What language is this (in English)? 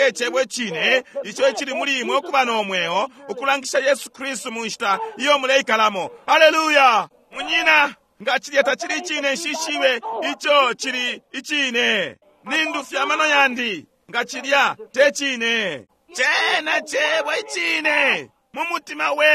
Bemba